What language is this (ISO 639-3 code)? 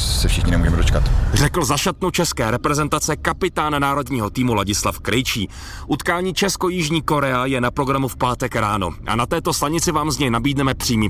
ces